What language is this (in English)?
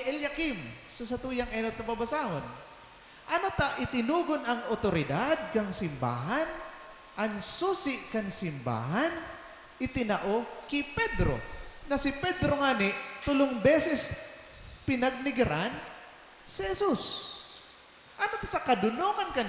Bikol